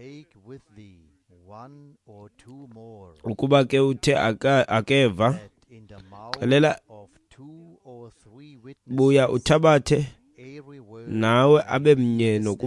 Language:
Xhosa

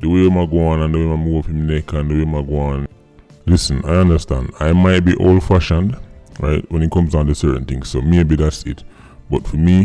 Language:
Jamaican Creole English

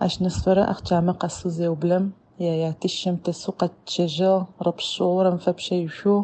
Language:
Adyghe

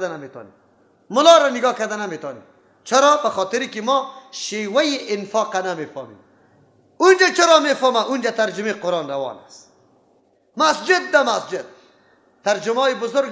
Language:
Persian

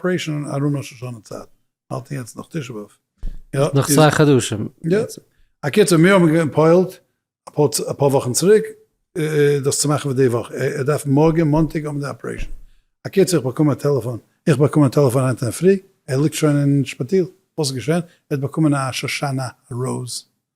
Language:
Yiddish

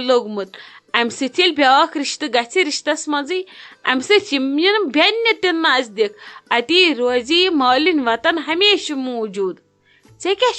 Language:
Kashmiri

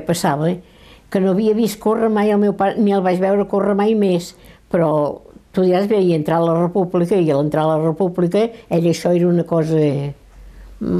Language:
Catalan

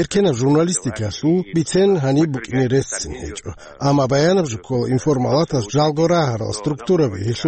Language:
Avaric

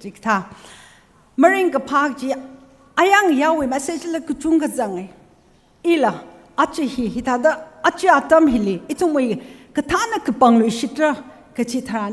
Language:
Tangkhul Naga (India)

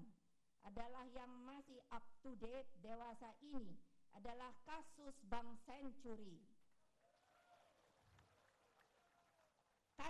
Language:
Indonesian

